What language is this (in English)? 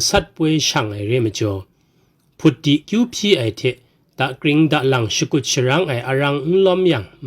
Kachin